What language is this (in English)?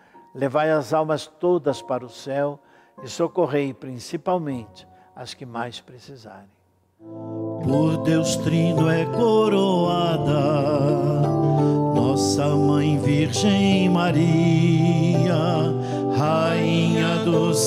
Portuguese